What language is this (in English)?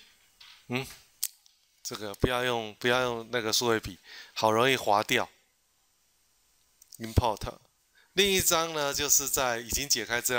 Chinese